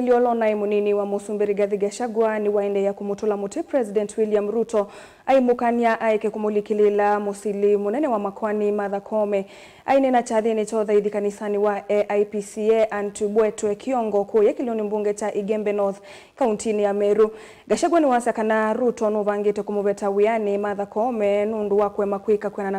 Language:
Kamba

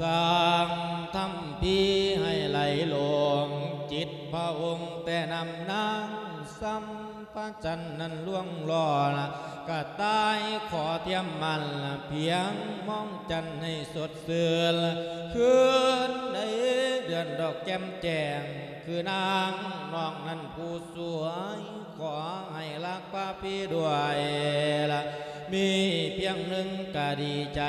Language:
Lao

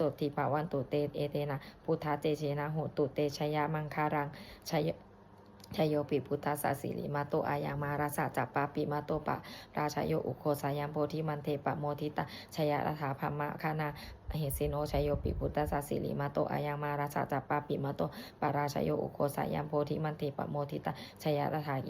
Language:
Pali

